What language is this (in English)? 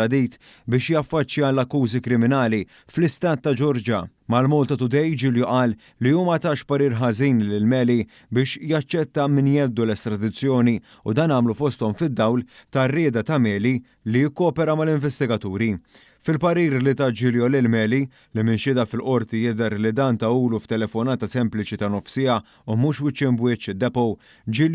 Maltese